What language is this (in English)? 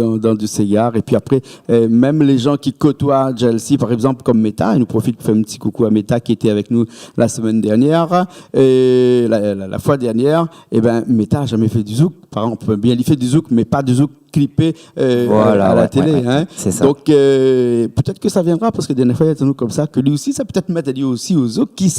Réunion Creole French